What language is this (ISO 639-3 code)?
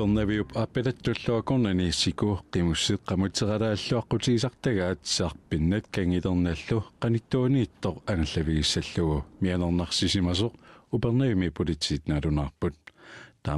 kal